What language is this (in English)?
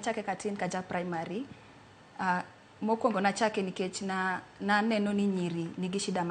Luo (Kenya and Tanzania)